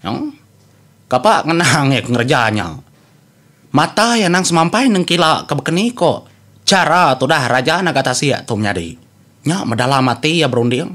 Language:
Iban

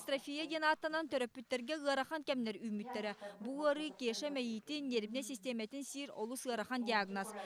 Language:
Yakut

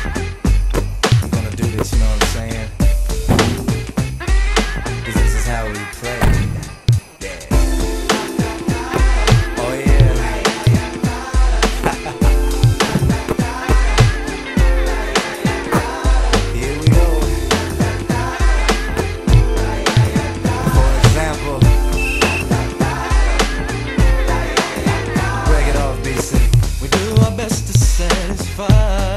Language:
English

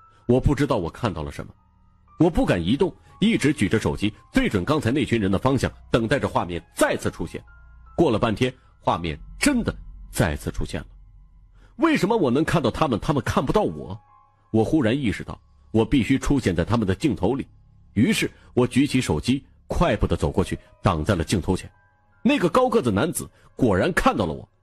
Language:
Chinese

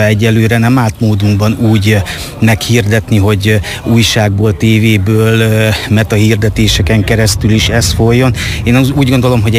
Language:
Hungarian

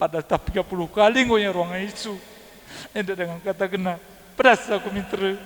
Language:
Batak Karo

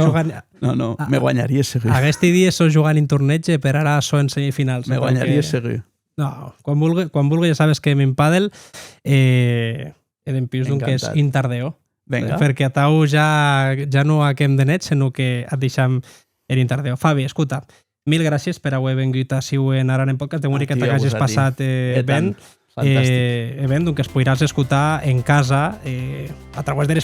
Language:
Occitan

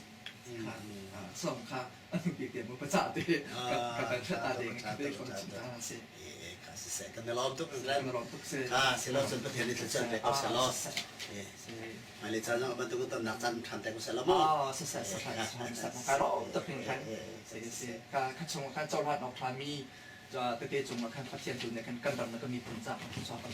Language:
Hakha Chin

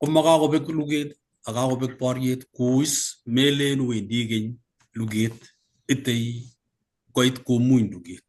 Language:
Kalenjin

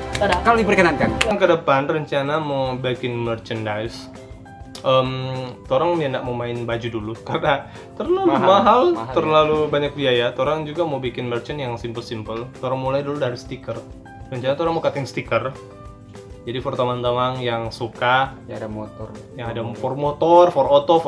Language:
Manado Malay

